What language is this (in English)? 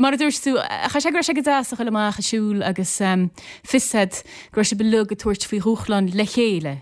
Irish